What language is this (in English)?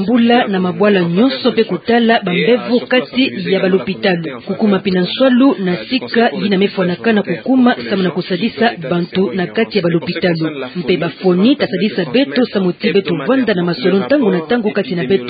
Kituba (Democratic Republic of Congo)